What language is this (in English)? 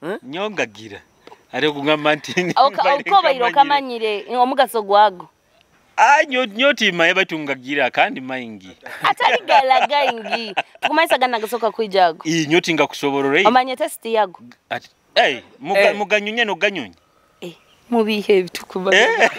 Nyoro